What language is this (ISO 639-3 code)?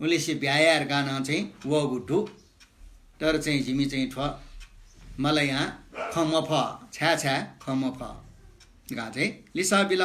new